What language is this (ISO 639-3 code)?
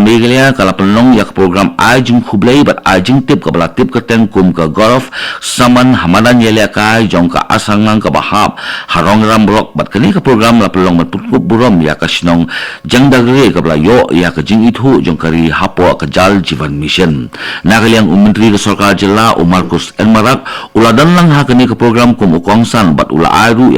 kha